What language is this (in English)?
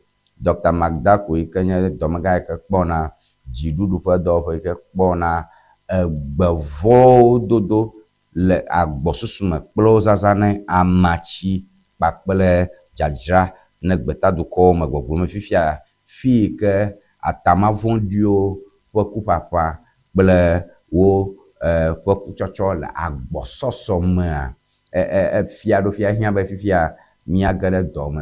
Ewe